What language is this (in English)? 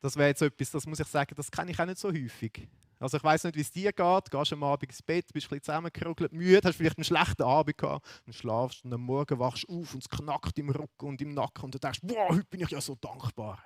Swiss German